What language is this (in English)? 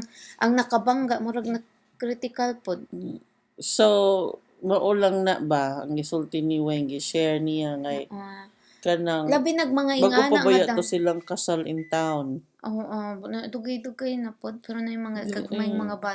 Cebuano